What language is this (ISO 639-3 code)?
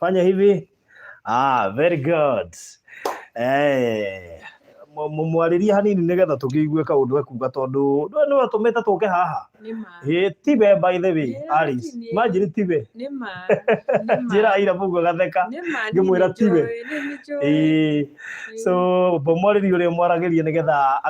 kik